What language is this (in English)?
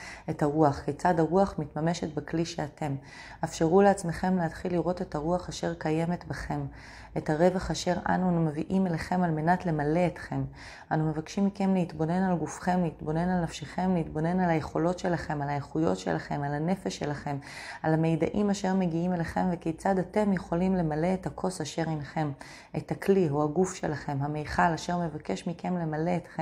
Hebrew